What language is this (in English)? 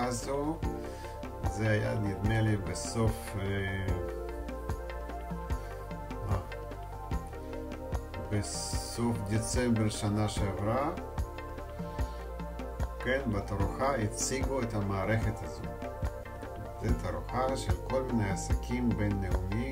Hebrew